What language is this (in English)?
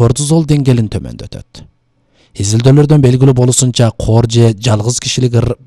Kyrgyz